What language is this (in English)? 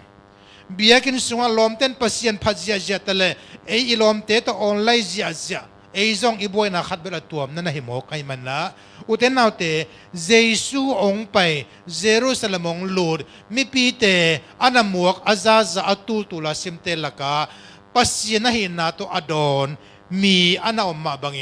Tedim Chin